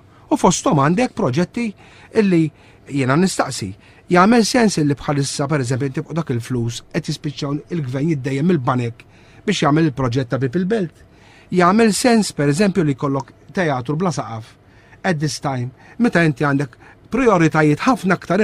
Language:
Maltese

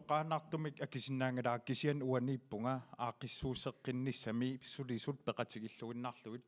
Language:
Kalaallisut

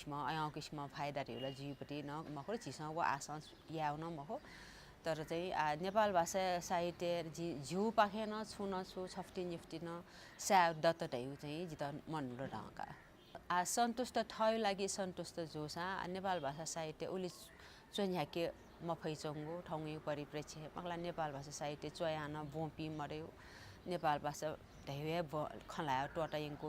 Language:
Newari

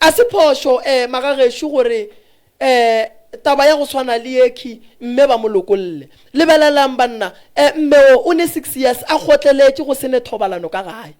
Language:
Northern Sotho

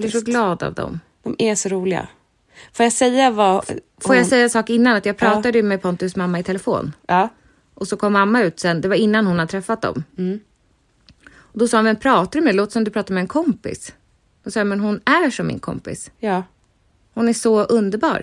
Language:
Swedish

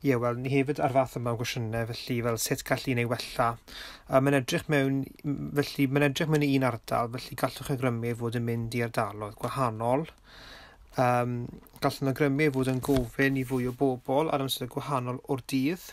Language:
Welsh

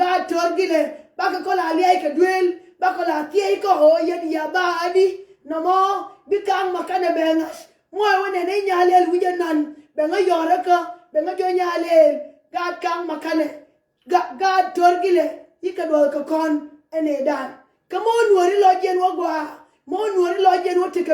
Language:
Nuer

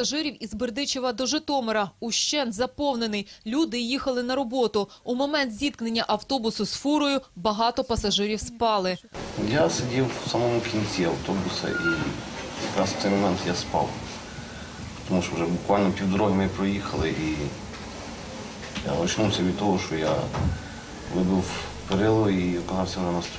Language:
Ukrainian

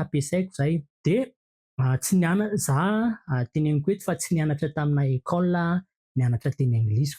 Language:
Malagasy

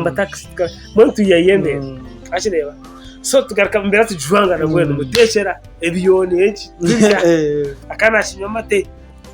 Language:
Nyankole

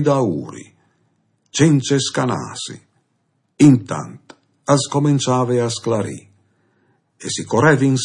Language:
Friulian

